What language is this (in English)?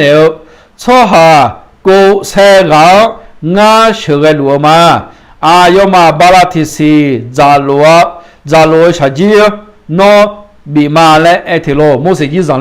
Akha